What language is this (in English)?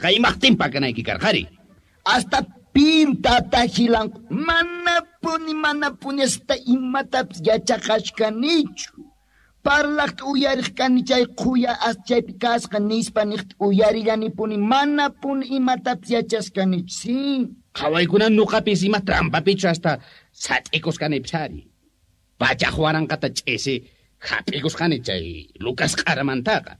South Bolivian Quechua